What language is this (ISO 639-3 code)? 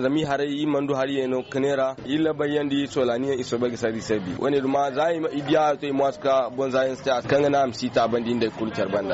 dje